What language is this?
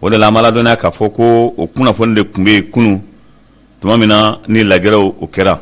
Bambara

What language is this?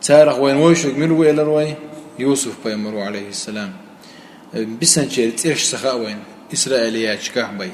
Chechen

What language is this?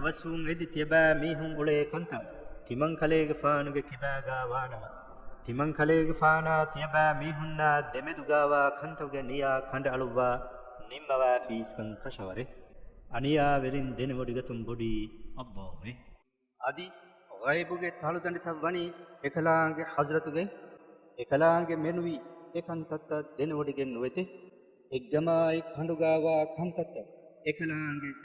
Divehi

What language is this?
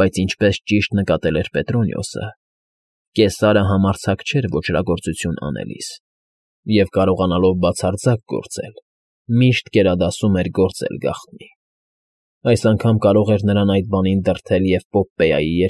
Armenian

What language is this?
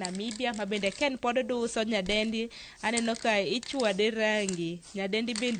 Luo (Kenya and Tanzania)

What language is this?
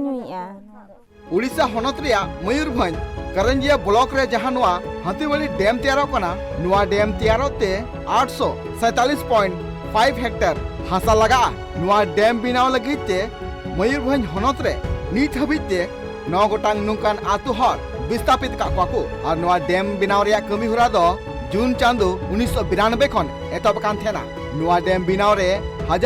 Santali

